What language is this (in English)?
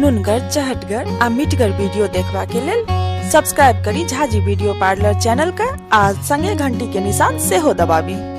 Maithili